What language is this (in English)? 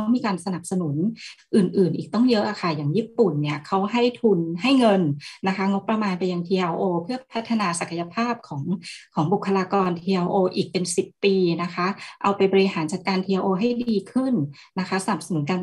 Thai